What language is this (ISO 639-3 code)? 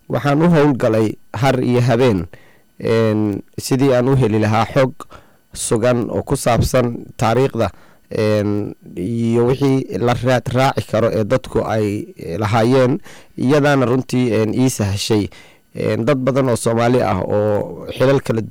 som